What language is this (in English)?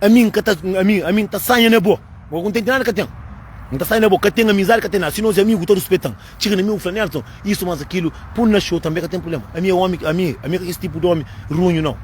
Kabuverdianu